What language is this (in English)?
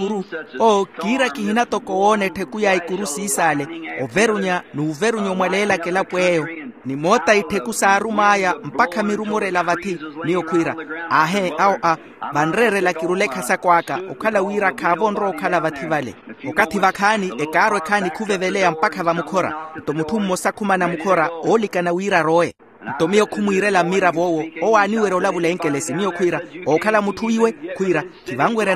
Makhuwa